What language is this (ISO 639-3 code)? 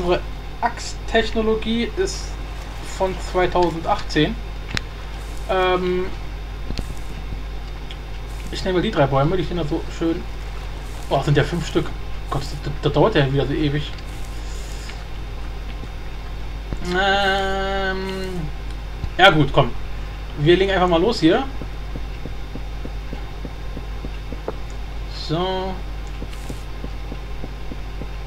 deu